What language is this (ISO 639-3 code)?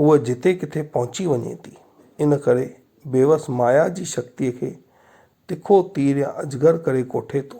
snd